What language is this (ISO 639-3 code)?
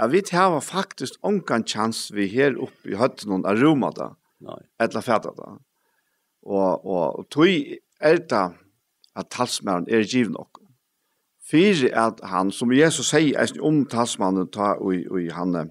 fao